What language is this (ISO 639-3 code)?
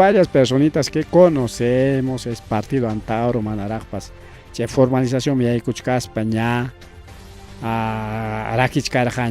quy